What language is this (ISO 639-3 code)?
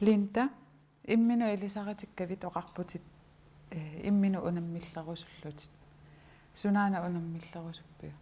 kal